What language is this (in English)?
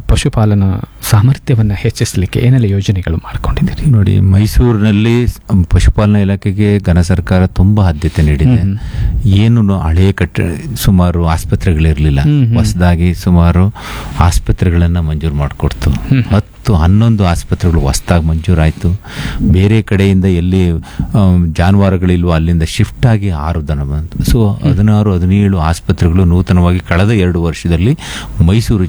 Kannada